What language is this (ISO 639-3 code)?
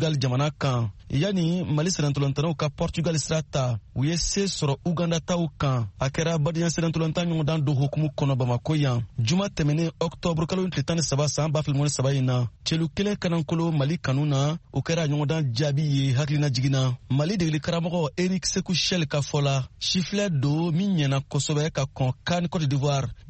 bam